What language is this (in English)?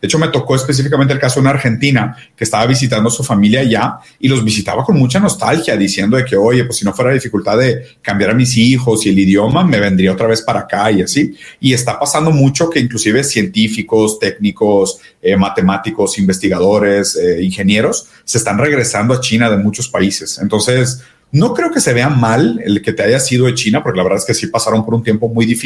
Spanish